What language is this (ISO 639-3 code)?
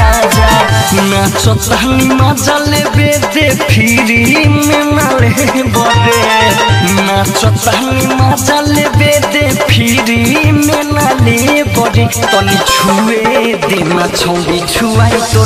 bho